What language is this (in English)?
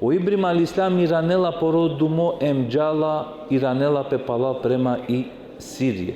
Balkan Romani